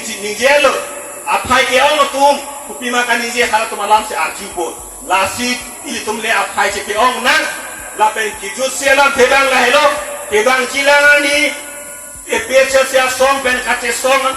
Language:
Karbi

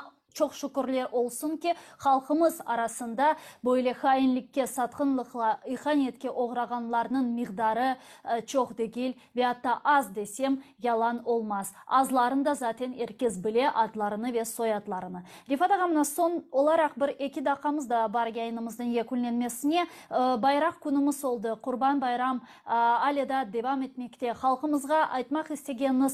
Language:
Crimean Tatar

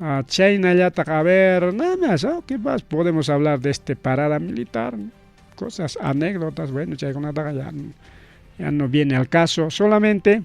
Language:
Ayacucho Quechua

